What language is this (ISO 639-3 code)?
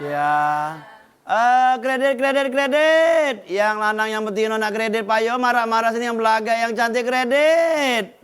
mui